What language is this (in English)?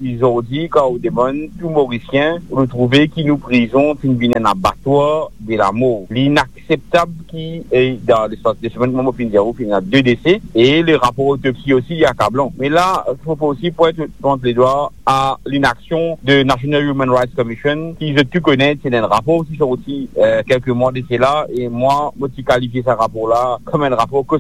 Morisyen